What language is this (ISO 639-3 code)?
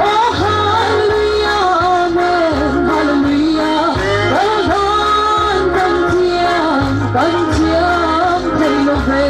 cnh